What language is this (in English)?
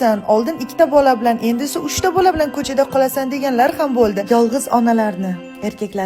Uzbek